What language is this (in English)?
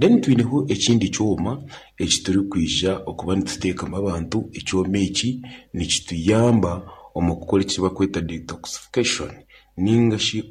Nyankole